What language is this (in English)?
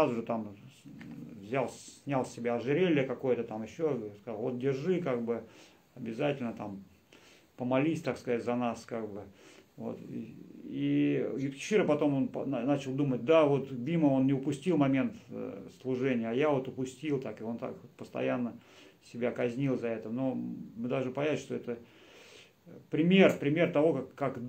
Russian